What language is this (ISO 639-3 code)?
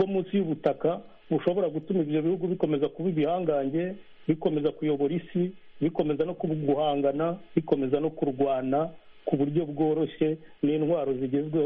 kin